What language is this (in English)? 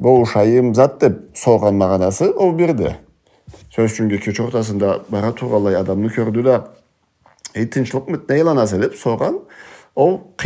Karachay-Balkar